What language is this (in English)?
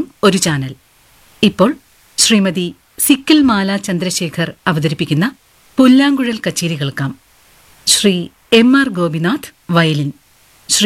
Malayalam